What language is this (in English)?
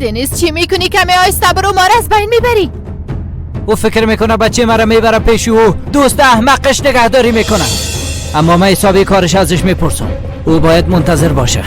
Persian